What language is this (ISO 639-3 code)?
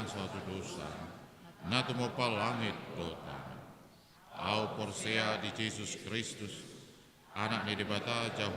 bbc